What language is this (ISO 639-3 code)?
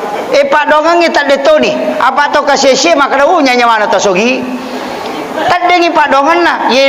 bug